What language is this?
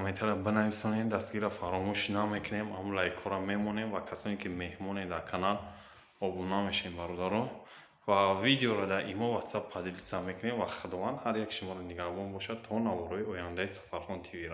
Tajik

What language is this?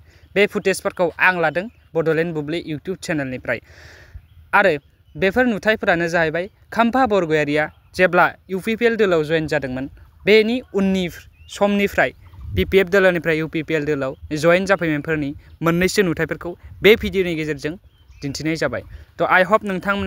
Bodo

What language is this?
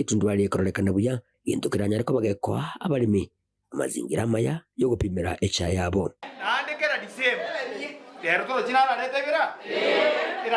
Gusii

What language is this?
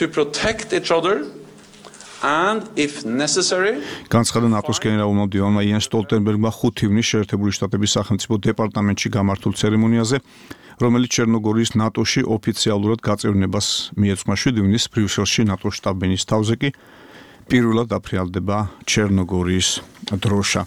Georgian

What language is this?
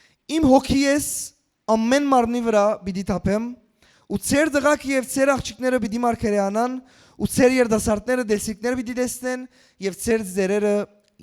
Western Armenian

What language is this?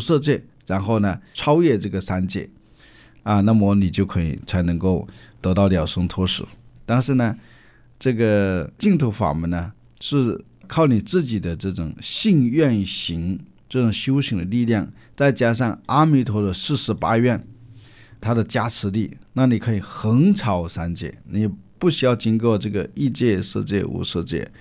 Chinese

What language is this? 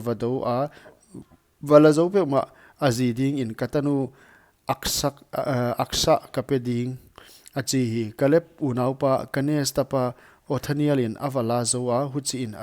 Paite Chin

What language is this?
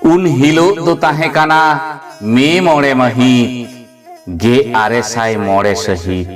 Santali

